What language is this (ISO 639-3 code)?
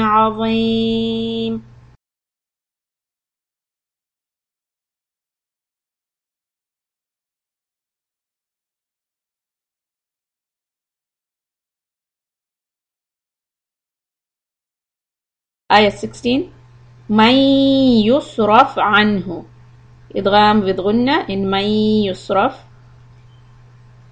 urd